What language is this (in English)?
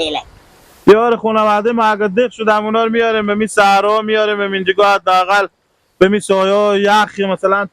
Persian